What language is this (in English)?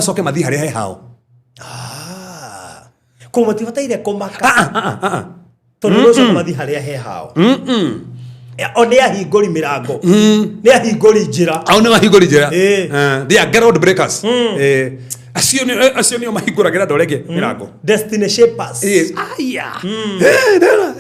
Kikuyu